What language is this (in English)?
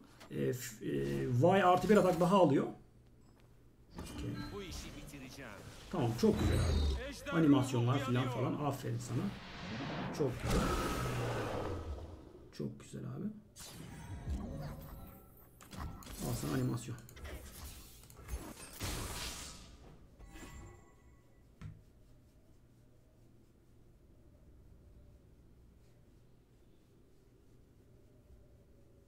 Turkish